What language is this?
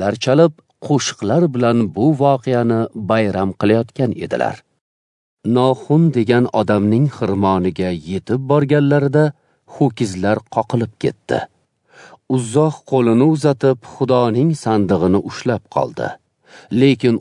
Uzbek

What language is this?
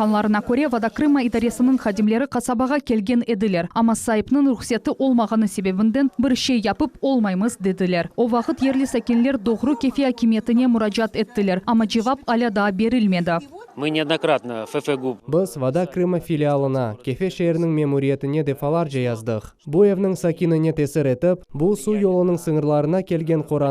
Crimean Tatar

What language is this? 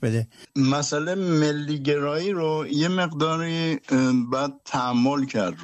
Persian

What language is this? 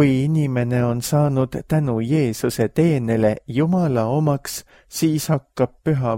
Estonian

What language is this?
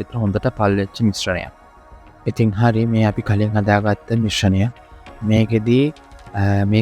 Sinhala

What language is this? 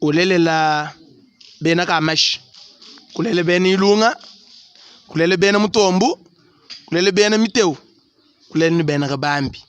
Luba-Lulua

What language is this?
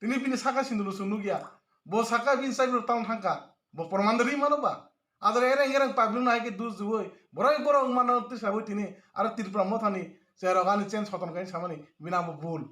Kok Borok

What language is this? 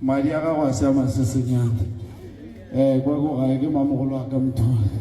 Northern Sotho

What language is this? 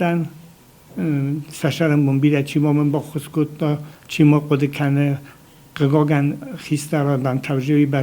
Ossetic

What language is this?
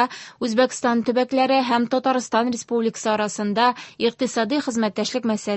Tatar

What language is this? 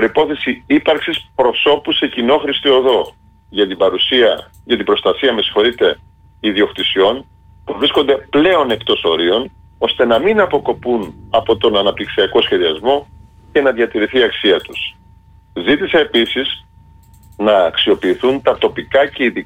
Greek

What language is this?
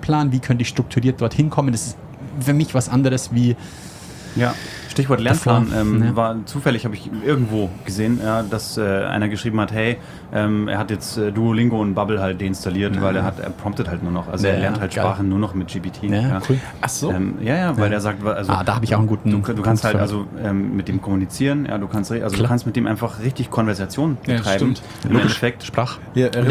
German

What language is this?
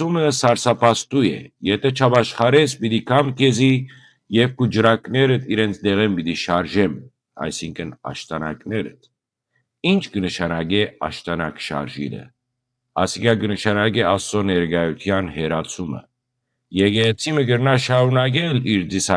Western Armenian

